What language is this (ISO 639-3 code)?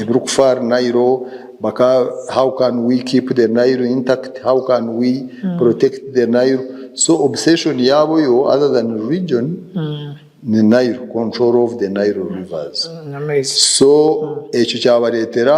nyn